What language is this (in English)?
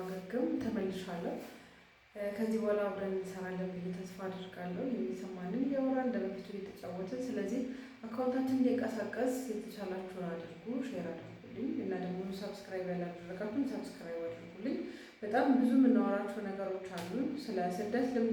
Amharic